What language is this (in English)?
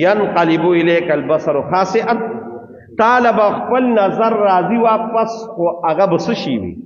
Pashto